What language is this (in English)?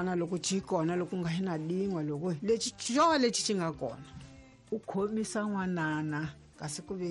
Tsonga